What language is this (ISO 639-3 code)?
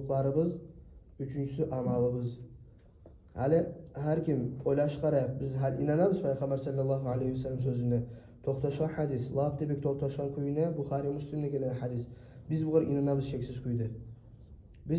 kum